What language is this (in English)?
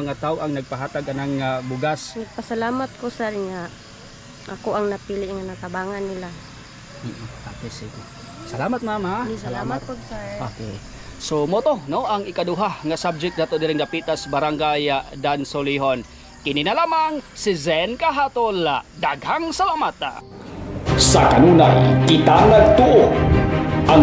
Cebuano